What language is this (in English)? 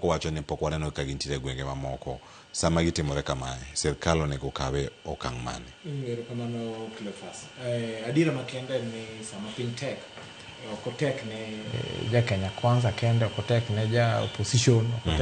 Luo (Kenya and Tanzania)